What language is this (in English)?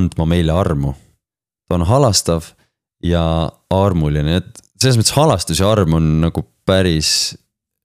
Estonian